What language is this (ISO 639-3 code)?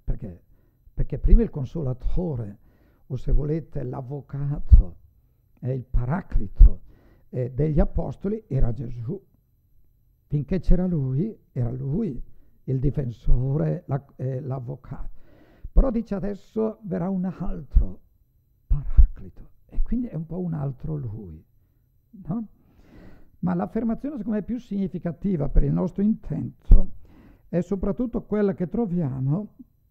ita